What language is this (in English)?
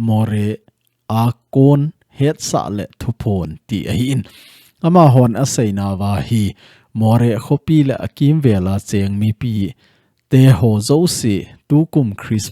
Thado Chin